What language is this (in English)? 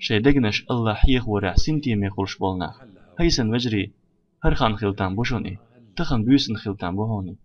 Chechen